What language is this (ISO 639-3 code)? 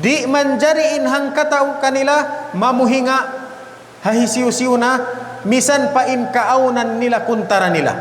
tsg